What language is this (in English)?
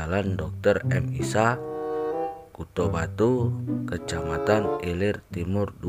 Musi